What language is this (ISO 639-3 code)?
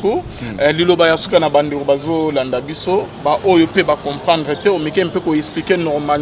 lin